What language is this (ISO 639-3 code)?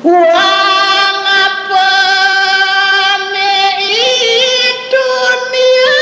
ban